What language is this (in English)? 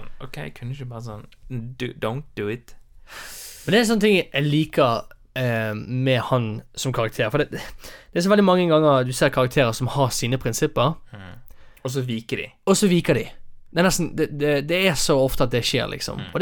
Norwegian